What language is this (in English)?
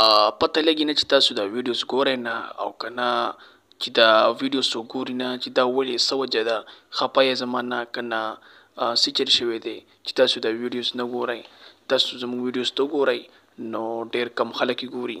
Pashto